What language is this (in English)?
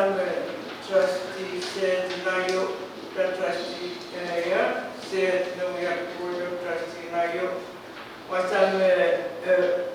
Pohnpeian